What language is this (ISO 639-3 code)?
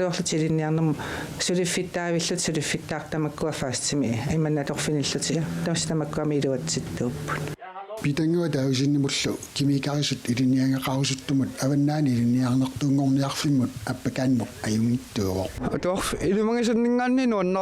kal